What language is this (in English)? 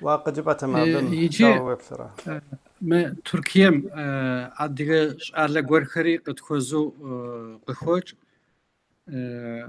Kabardian